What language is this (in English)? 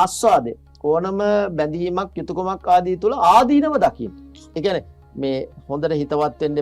Sinhala